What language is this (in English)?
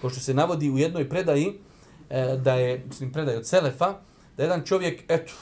Bosnian